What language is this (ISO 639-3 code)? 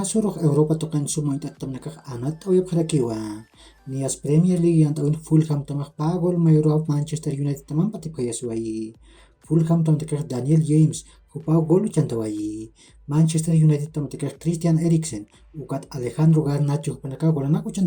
aym